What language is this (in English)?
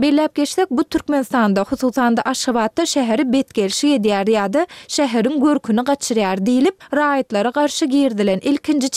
Turkmen